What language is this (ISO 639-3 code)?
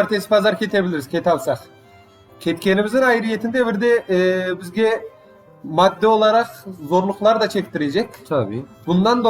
crh